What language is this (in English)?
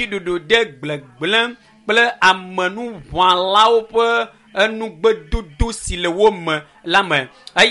Ewe